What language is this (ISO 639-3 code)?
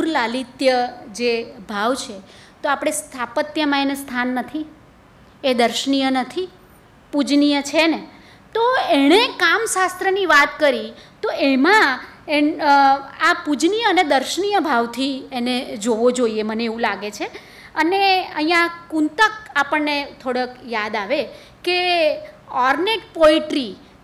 guj